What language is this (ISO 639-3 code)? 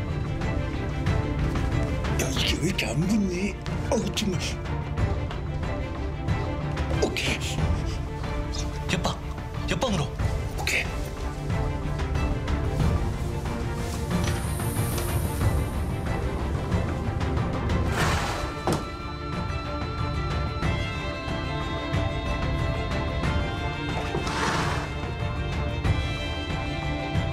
kor